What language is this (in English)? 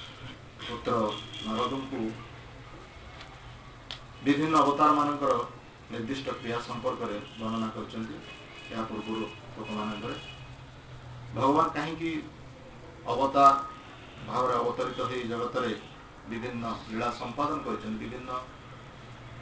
Odia